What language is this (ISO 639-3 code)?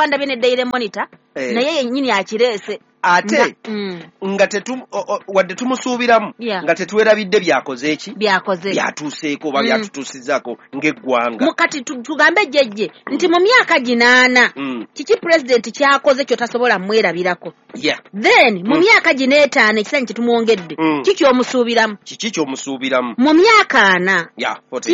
lug